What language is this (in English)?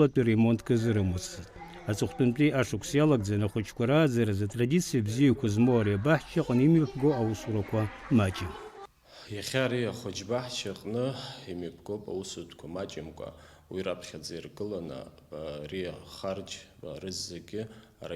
Abkhazian